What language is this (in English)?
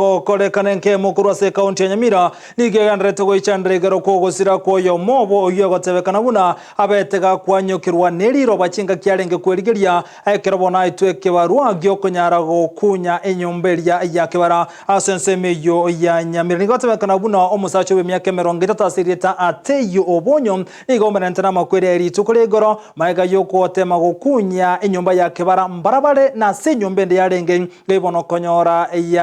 Gusii